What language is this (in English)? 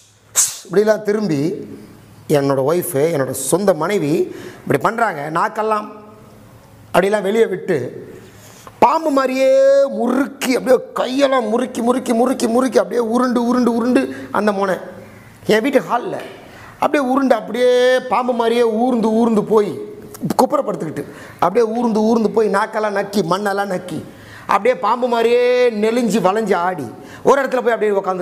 Tamil